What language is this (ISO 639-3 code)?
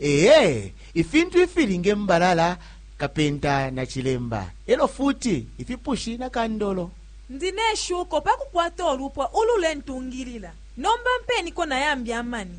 bem